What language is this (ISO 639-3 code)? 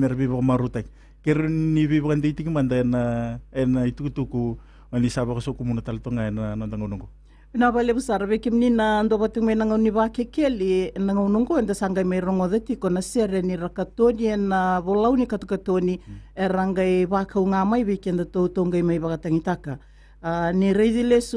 fij